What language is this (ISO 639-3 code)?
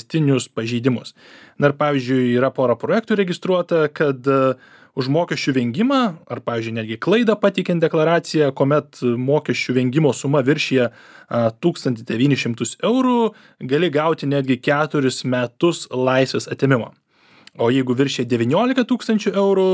lit